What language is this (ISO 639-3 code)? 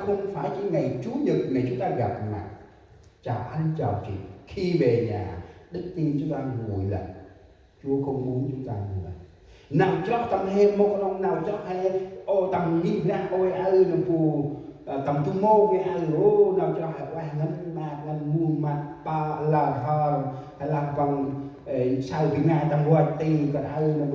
cmo